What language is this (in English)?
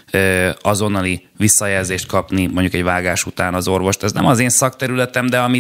Hungarian